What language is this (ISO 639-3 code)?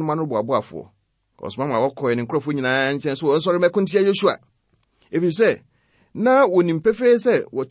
aka